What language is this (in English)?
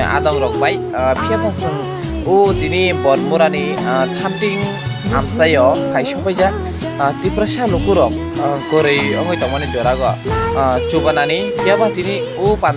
Kok Borok